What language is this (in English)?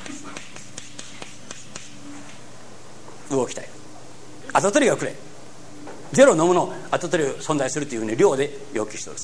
Japanese